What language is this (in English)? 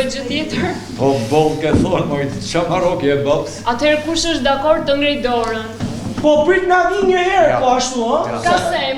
Albanian